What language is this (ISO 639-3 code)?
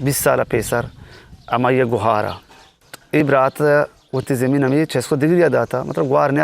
bgp